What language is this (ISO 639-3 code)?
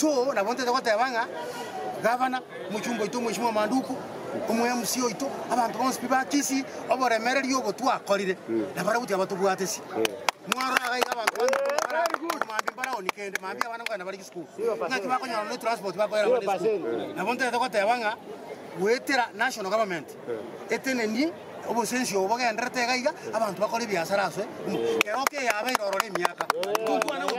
guz